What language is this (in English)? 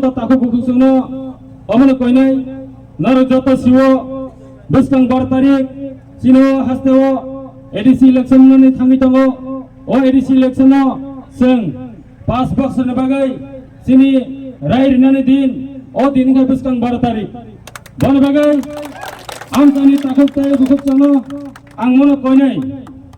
Kok Borok